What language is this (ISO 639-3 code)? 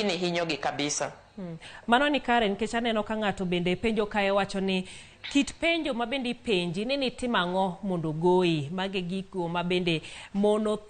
luo